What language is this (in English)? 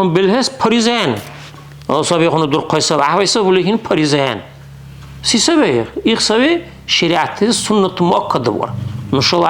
Dargwa